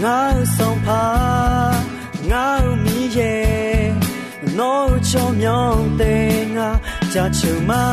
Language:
Akha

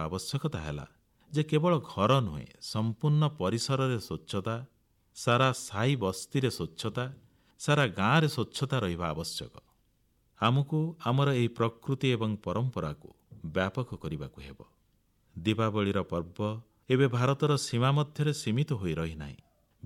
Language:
Odia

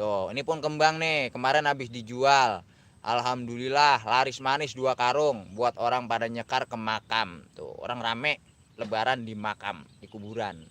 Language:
Betawi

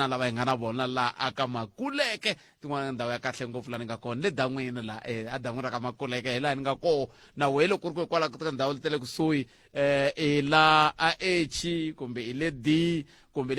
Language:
Tsonga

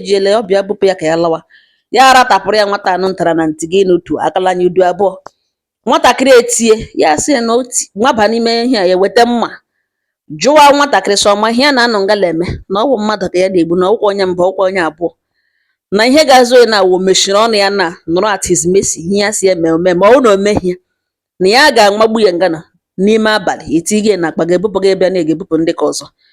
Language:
Igbo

